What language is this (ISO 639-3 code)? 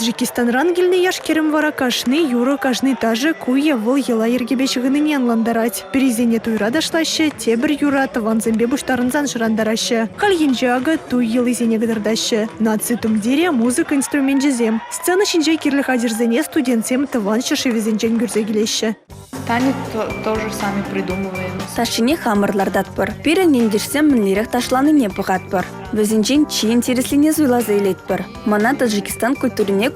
chv